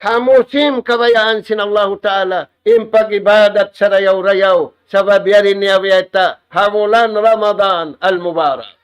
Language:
Tausug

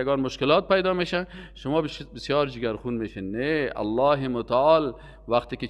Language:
Persian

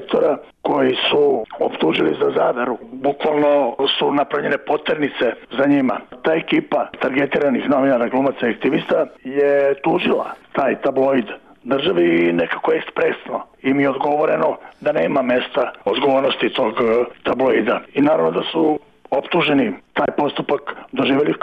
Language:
Serbian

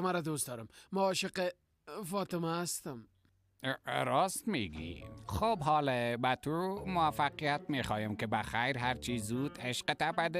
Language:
Persian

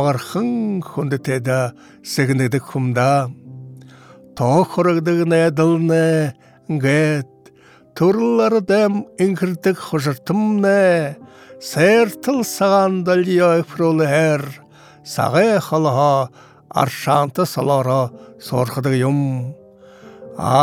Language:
Buriat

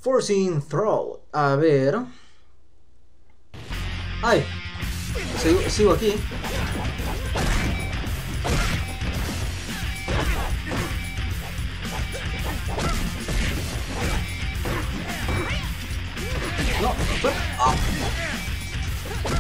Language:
Spanish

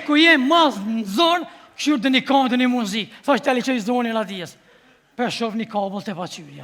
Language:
Albanian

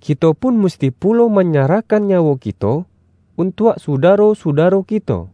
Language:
Minangkabau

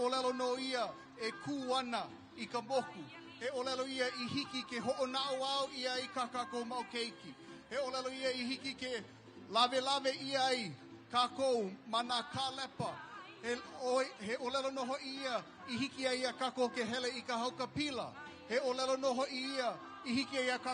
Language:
Hawaiian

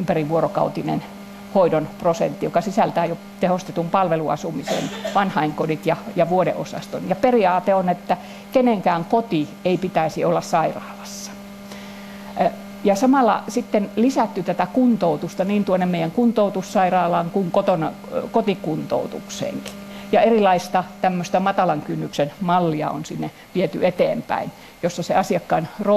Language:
Finnish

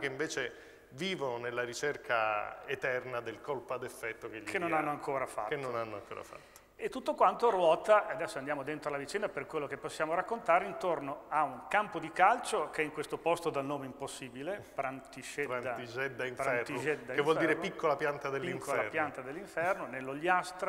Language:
Italian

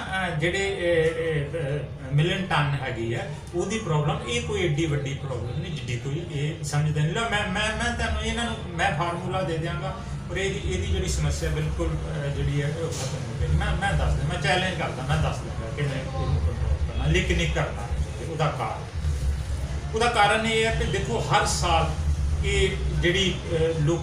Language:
Punjabi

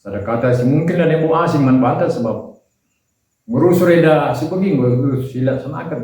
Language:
Batak Karo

